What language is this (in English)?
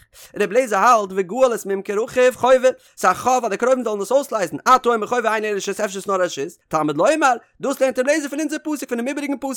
Yiddish